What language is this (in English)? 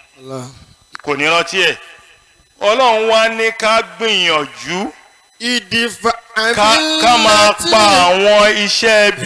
Yoruba